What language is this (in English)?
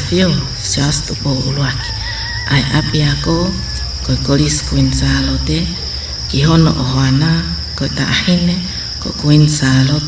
Tongan